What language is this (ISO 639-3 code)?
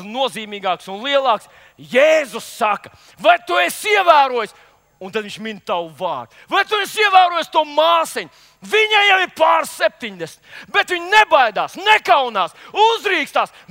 lav